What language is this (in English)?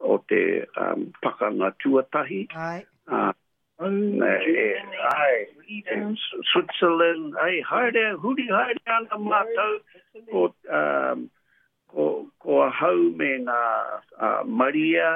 Māori